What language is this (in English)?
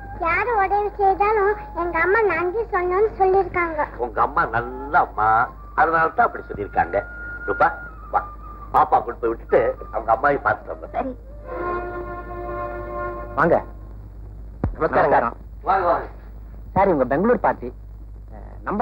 Tamil